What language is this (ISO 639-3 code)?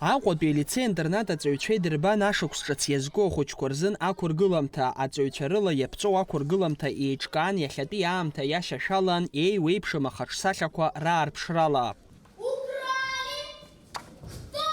abk